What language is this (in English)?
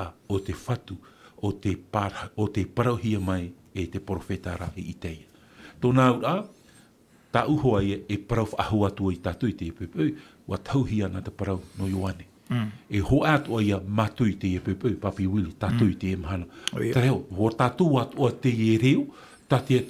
Tahitian